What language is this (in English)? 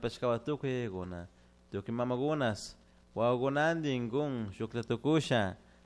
Chimborazo Highland Quichua